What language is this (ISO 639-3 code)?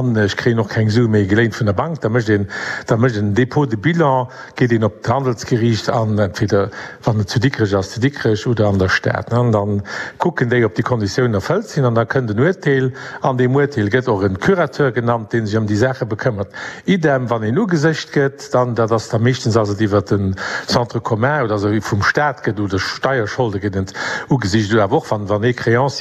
ltz